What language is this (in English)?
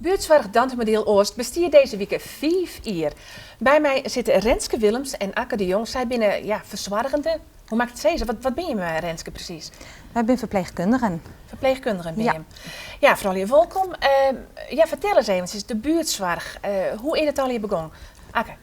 Western Frisian